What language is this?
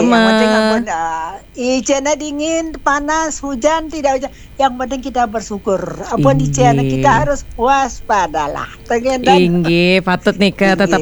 Balinese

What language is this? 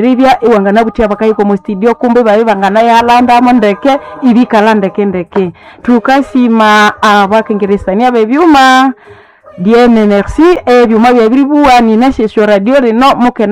Nande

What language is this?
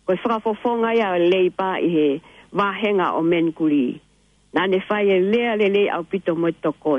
Tongan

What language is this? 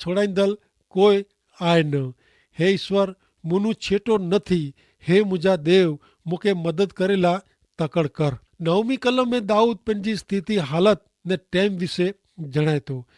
Kachhi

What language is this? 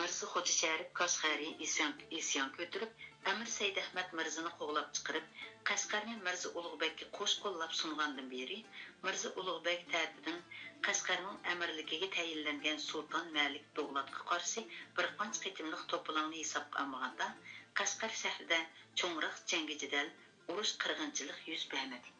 Uyghur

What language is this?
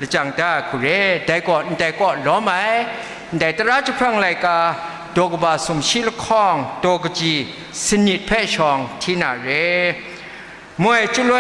Kachin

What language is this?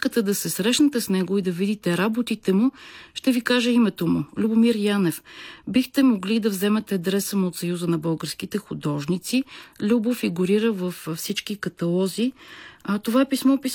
Bulgarian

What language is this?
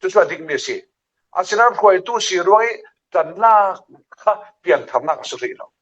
Falam Chin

